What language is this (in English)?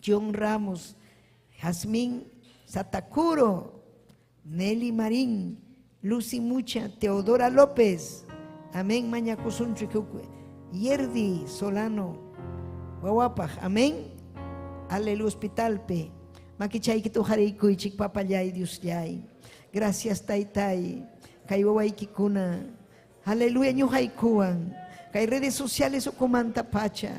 Ayacucho Quechua